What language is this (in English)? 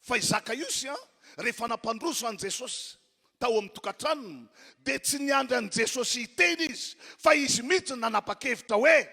Malagasy